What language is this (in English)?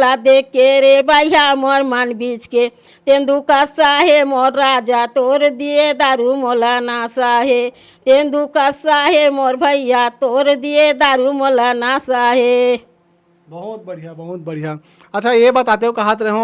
Chhattisgarhi